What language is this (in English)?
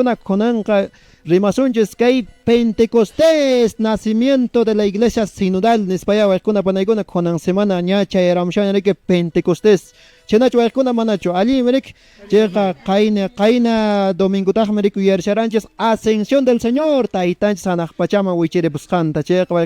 Quechua